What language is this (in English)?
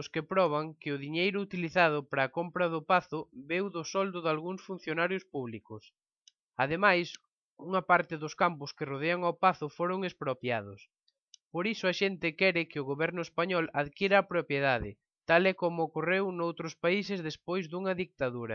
Galician